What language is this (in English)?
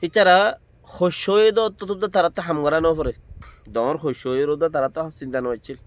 Rohingya